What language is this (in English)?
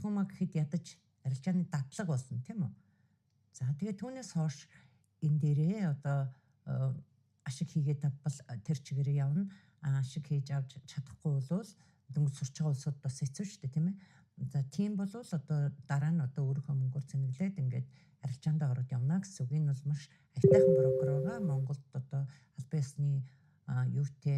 Mongolian